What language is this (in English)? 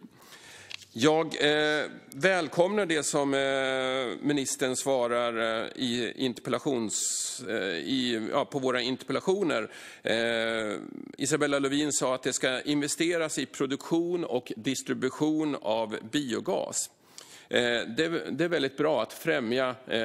Swedish